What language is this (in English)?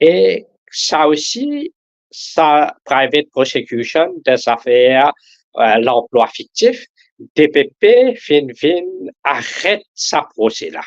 Morisyen